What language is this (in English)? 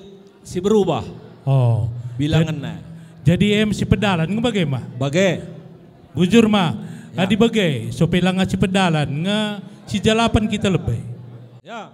Batak Karo